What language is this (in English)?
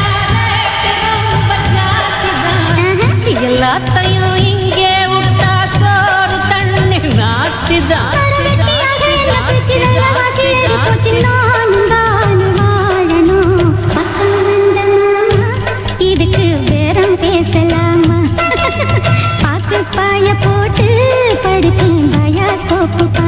Tamil